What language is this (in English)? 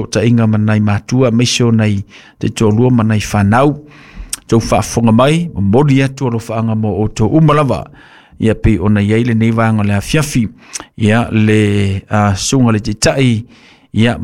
Samoan